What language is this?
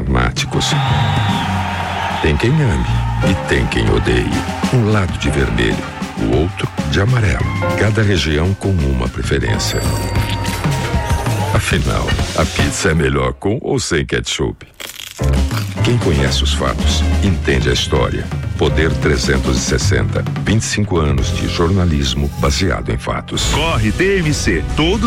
Portuguese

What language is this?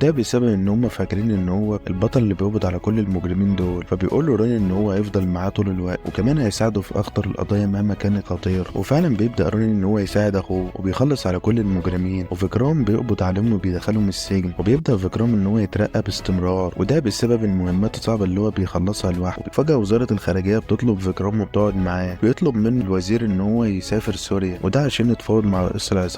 Egyptian Arabic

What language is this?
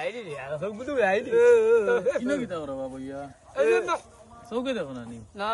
Sylheti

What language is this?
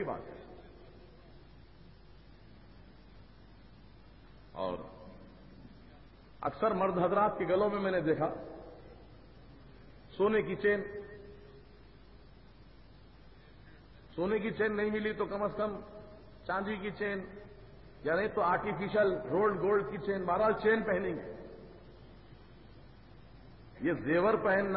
Urdu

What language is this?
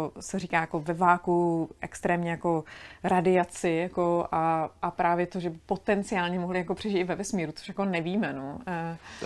Czech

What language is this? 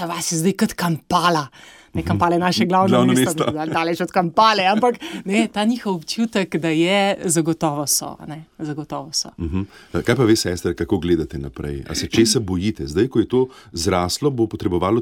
Slovenian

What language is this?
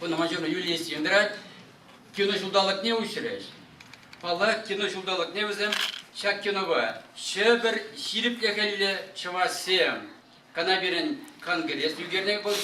Chuvash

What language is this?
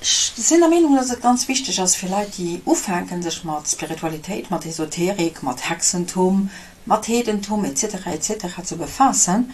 Luxembourgish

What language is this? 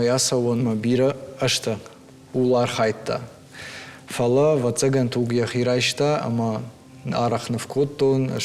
Ossetic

